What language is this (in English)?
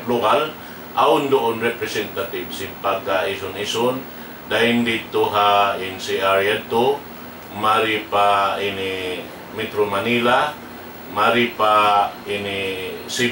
Tausug